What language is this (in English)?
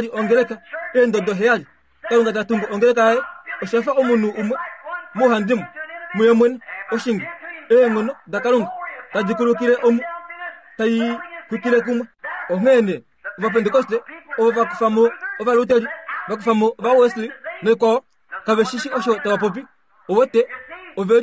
Kuanyama